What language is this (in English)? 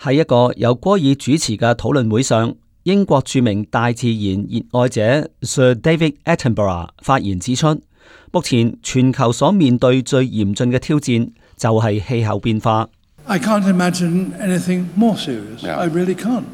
Cantonese